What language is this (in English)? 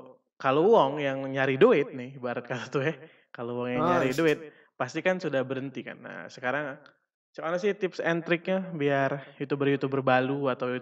Musi